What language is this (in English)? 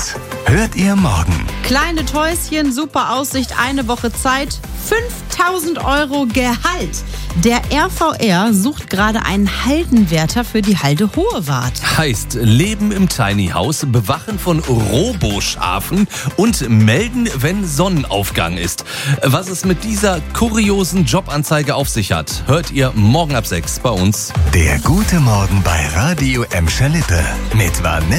German